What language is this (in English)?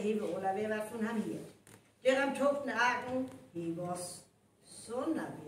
Northern Frisian